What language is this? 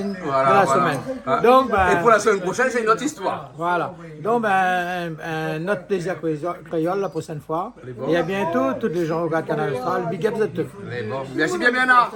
Réunion Creole French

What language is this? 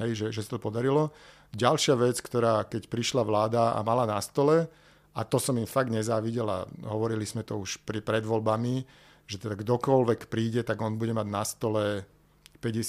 Slovak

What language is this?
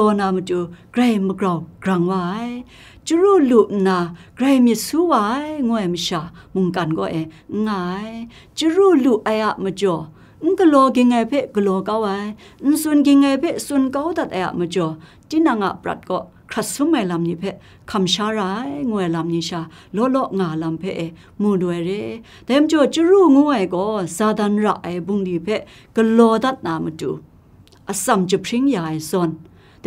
Kachin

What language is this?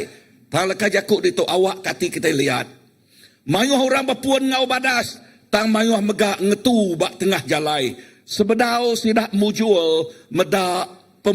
Iban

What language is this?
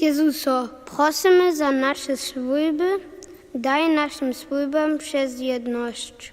Upper Sorbian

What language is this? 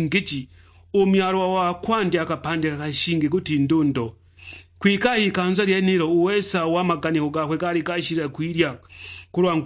Sukuma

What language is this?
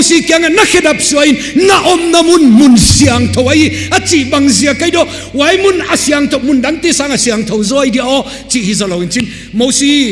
Tedim Chin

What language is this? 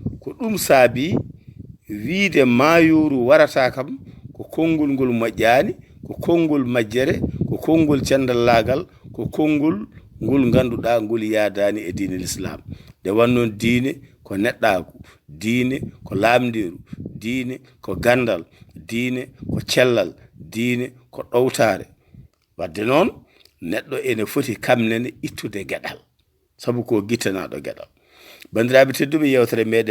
Fula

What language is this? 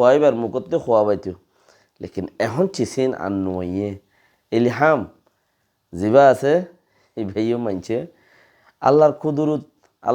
Rohingya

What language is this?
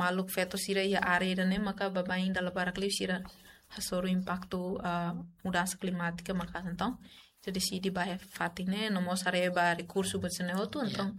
Tetum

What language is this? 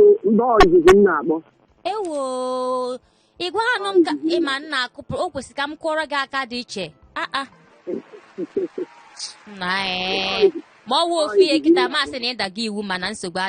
Igbo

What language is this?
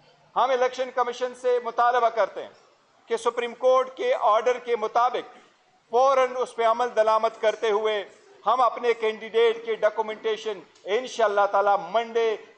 Urdu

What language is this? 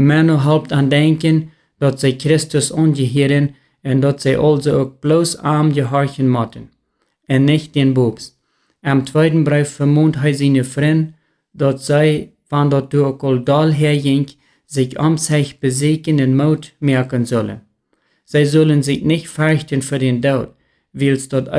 Plautdietsch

